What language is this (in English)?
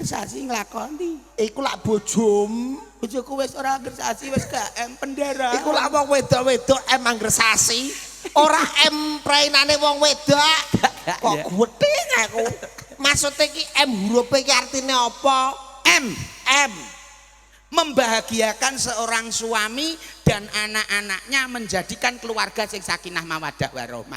Javanese